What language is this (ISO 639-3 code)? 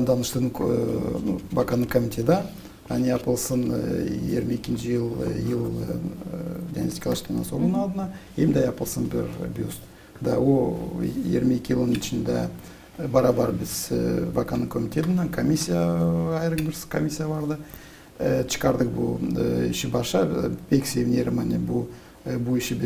gag